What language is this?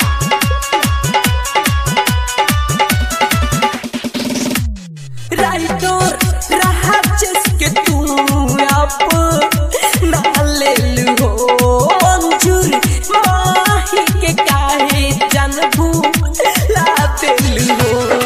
Bhojpuri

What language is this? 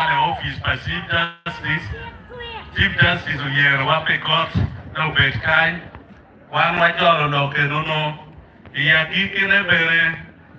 Acoli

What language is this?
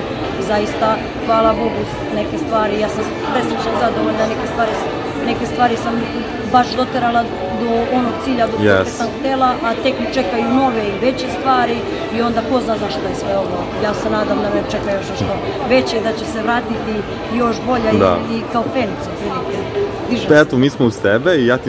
Serbian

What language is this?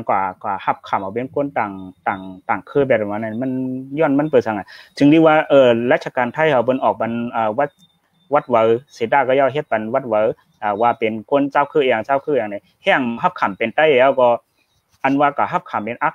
Shan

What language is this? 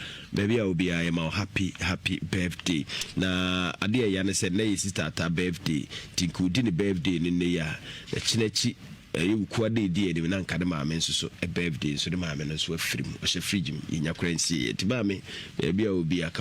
Akan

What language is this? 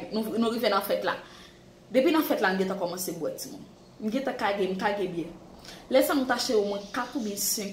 Haitian Creole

